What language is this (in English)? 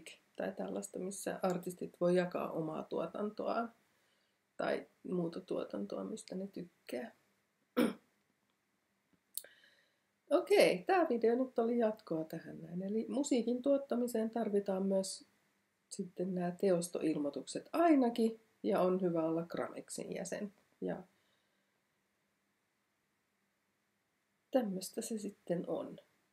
Finnish